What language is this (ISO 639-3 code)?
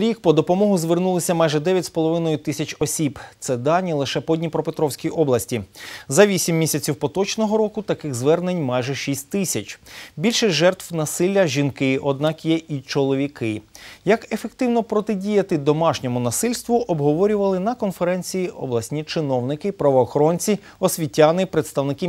ukr